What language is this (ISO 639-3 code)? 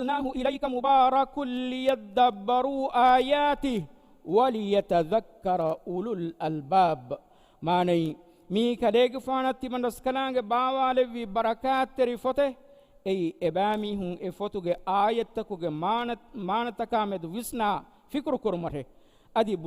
div